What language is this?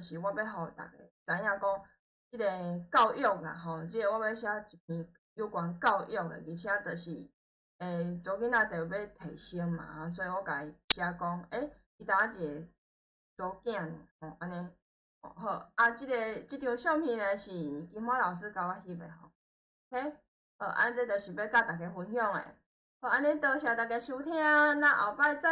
Min Nan Chinese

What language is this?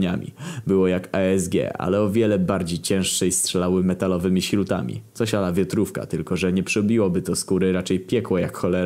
Polish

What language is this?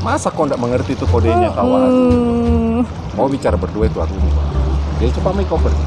Makassar Malay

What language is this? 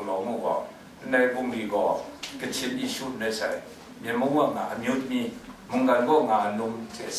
Kachin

